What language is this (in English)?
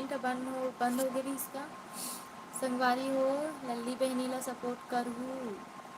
Chhattisgarhi